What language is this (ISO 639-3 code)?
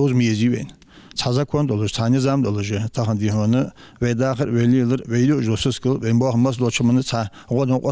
inh